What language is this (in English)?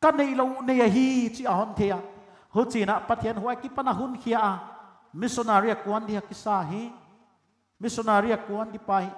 Paite Chin